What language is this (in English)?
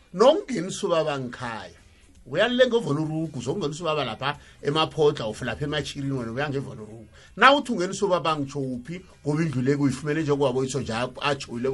South Ndebele